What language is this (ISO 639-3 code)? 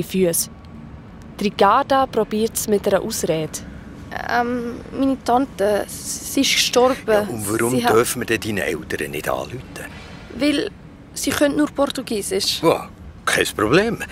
gsw